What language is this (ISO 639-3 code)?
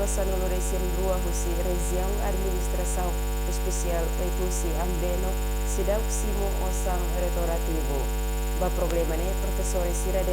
tet